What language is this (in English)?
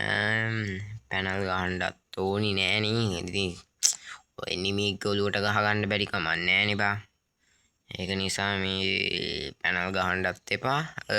Sinhala